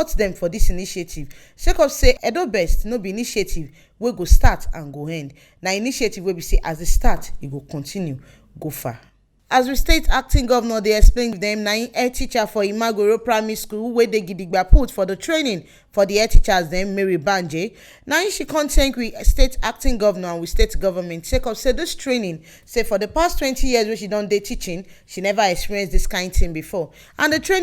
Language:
Nigerian Pidgin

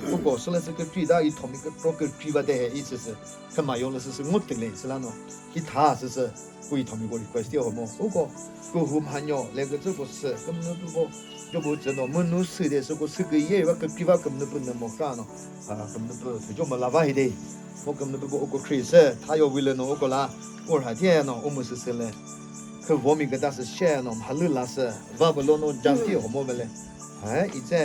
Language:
Chokri Naga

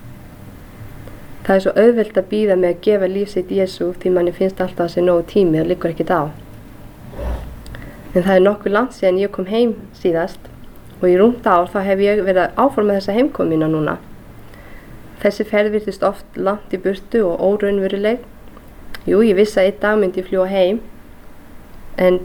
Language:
Icelandic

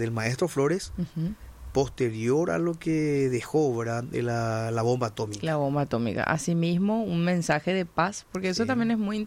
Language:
Spanish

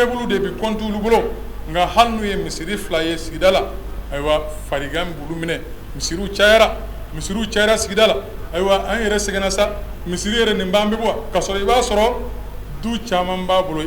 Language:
Bambara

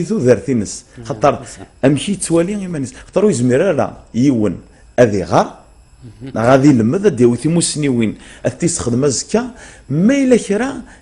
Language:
Kabyle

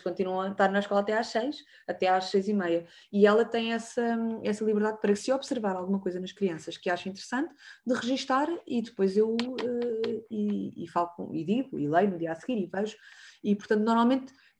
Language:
Portuguese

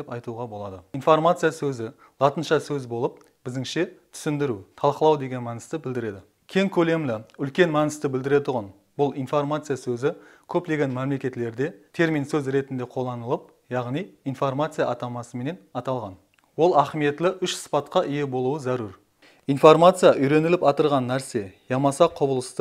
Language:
Kara-Kalpak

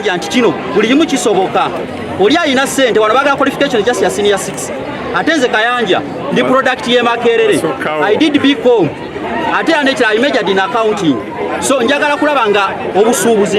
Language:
Ganda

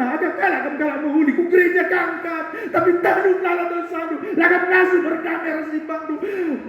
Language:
Batak Karo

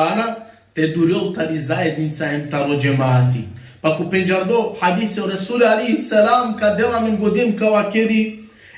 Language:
Balkan Romani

